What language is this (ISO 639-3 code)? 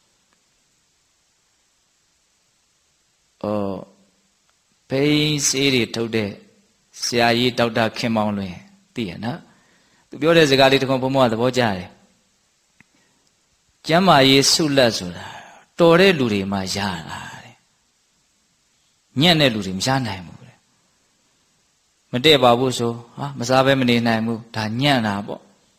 mya